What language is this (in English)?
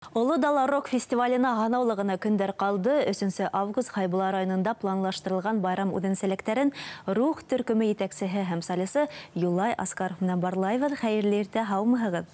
Bashkir